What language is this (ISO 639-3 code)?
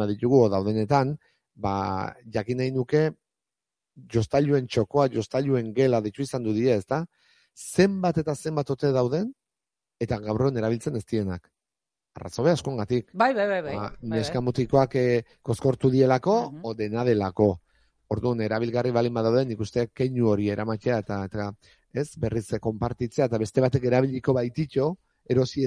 eus